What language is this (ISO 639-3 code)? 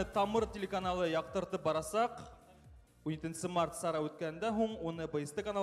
bak